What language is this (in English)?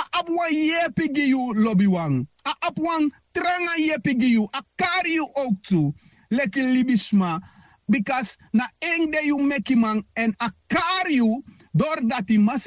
Sranan Tongo